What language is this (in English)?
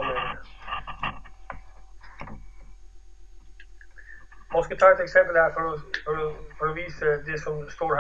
Norwegian